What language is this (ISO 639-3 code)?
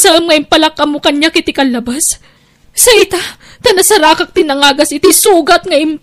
ilo